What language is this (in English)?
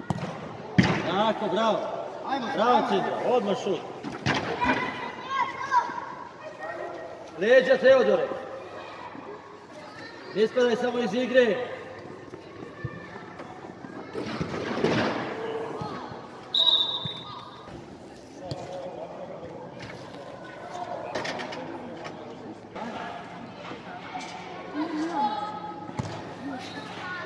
Serbian